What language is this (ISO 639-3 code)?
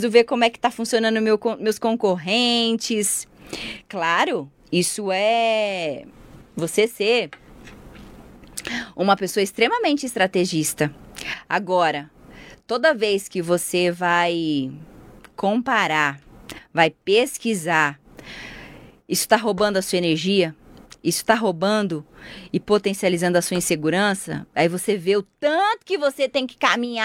por